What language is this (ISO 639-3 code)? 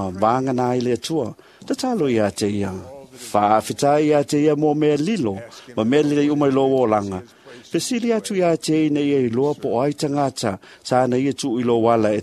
smo